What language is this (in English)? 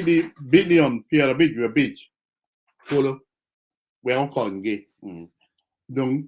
Acoli